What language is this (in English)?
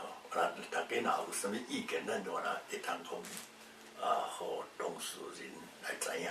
Min Nan Chinese